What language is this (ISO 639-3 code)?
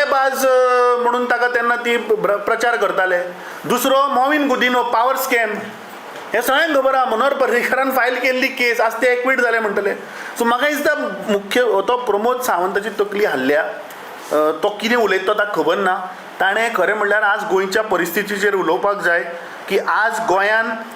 kok